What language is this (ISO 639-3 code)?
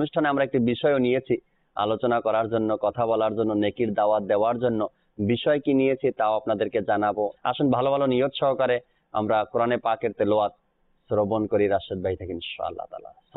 ben